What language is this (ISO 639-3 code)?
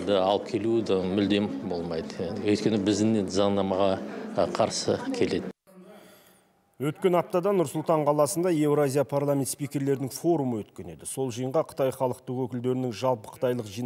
kaz